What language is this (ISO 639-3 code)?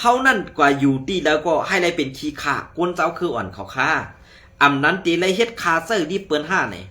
shn